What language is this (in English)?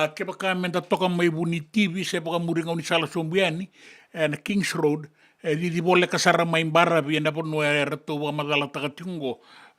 Fijian